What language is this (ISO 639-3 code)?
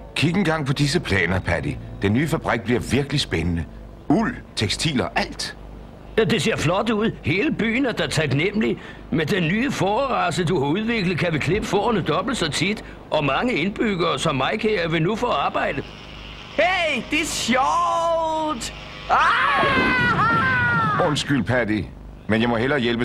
dan